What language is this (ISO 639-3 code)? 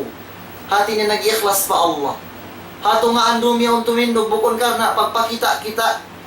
tsg